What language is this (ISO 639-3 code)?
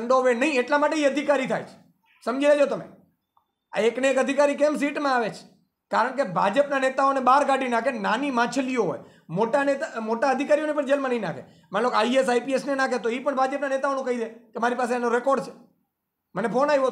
guj